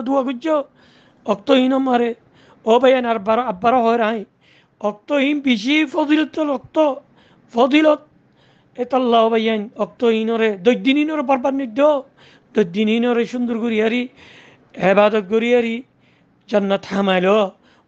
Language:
Rohingya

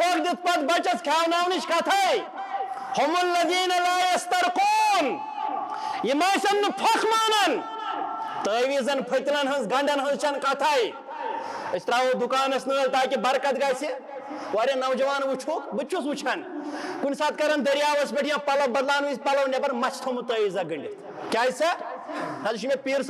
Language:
Kashmiri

